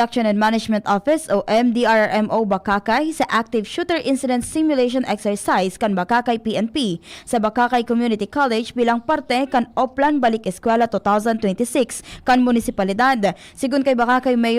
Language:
Bikol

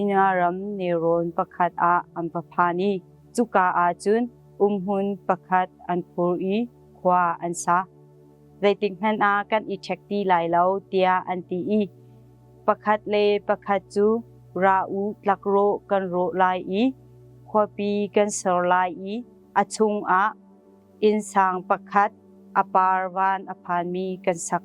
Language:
Hakha Chin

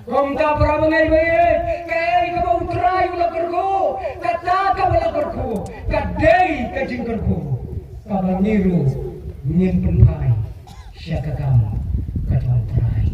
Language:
Khasi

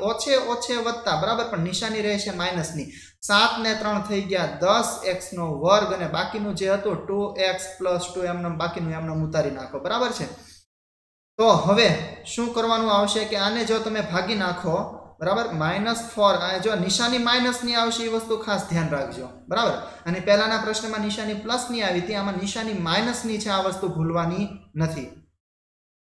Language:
Gujarati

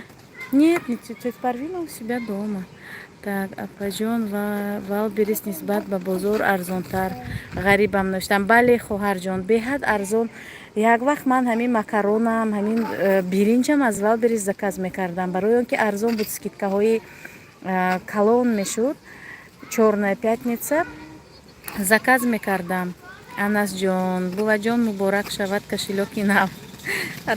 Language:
Tajik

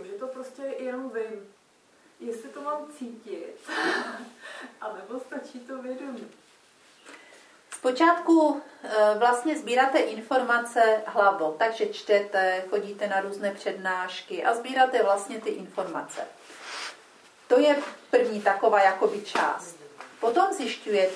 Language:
Czech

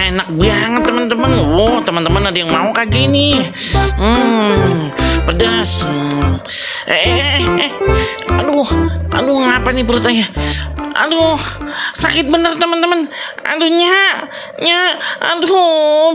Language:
Betawi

